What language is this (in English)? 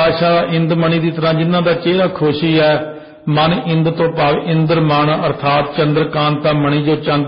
Punjabi